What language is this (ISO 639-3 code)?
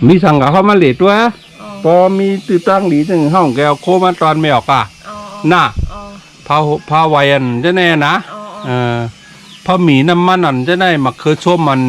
shn